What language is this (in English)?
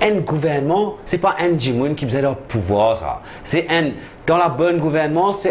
Morisyen